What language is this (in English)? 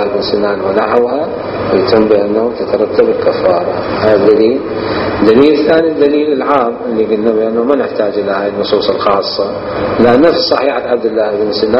Mesopotamian Arabic